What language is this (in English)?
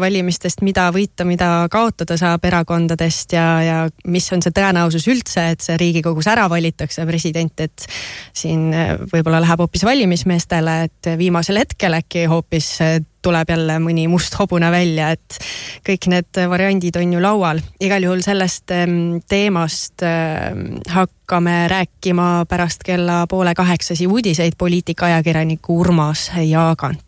Estonian